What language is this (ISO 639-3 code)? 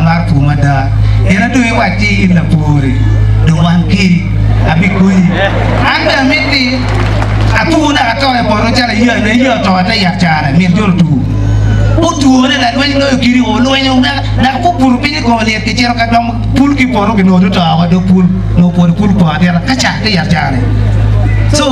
ach